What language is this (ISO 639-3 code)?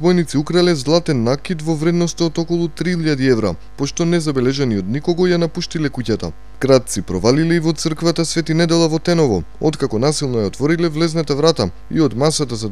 mkd